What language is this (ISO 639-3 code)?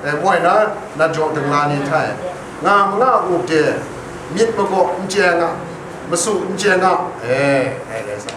kac